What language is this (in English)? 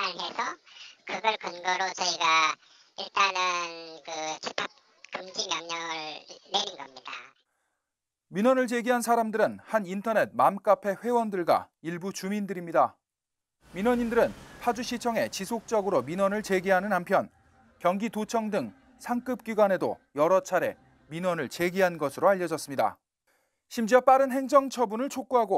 Korean